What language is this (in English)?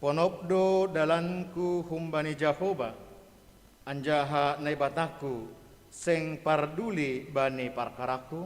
Batak Simalungun